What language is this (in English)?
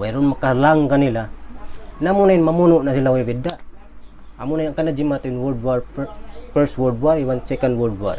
Tausug